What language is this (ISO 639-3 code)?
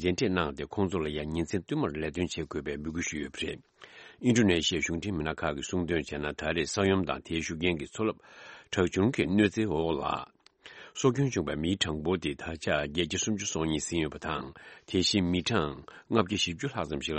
bod